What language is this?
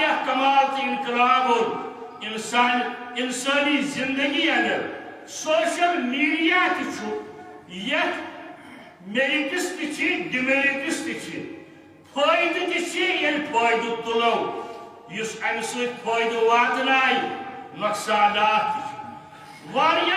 Kashmiri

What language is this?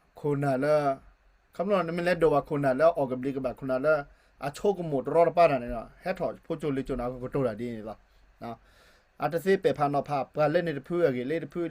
S'gaw Karen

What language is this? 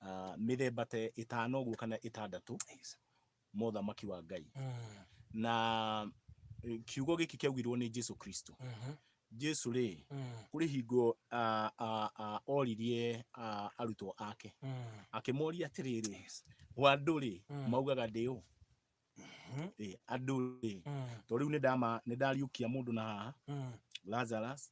Kikuyu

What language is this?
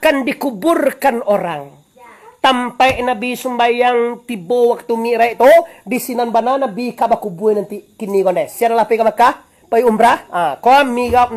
Minangkabau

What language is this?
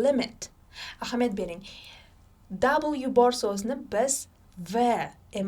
Uzbek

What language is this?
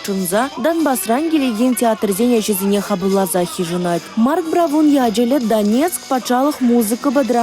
Chuvash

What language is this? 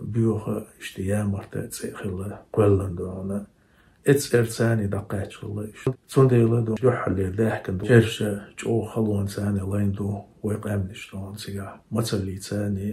Chechen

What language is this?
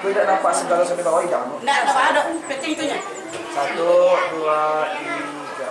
Minangkabau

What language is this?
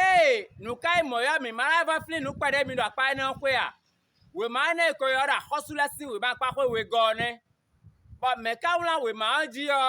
Fon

